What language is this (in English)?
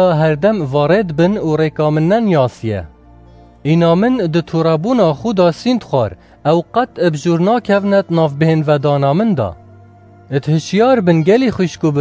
Kurdish